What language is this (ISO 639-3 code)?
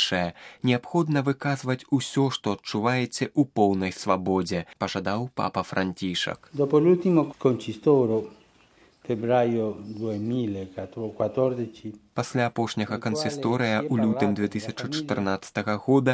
bel